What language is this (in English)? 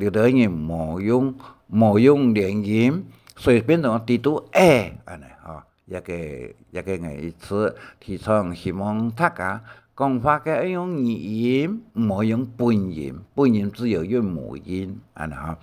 Hakka Chinese